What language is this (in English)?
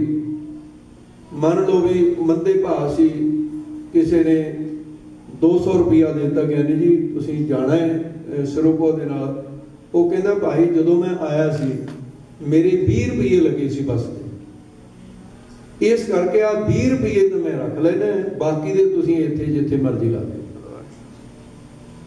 Punjabi